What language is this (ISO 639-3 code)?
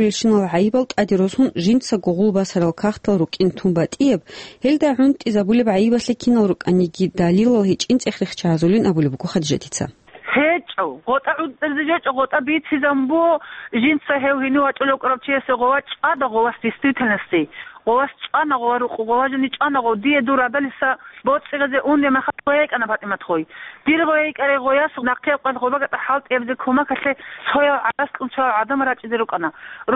ava